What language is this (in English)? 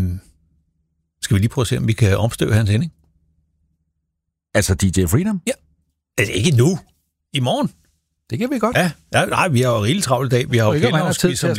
Danish